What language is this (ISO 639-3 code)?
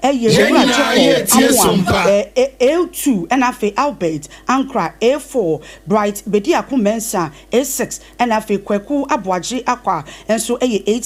aka